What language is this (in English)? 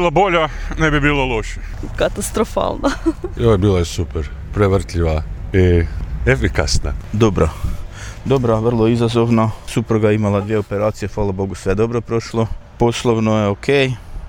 Serbian